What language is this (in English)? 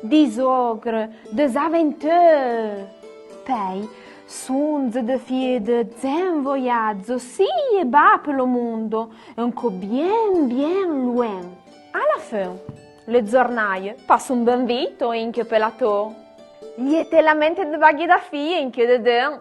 Arpitan